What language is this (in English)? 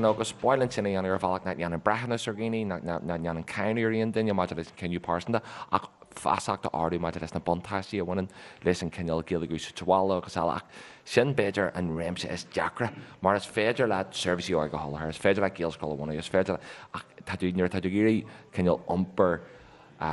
Irish